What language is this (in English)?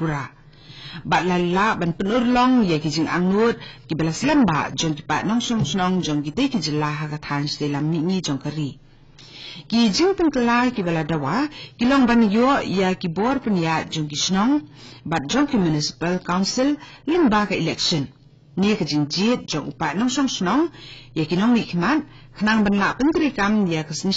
Khasi